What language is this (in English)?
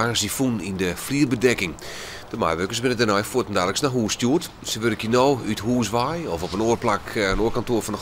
Western Frisian